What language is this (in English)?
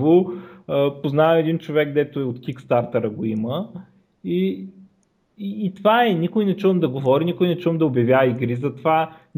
Bulgarian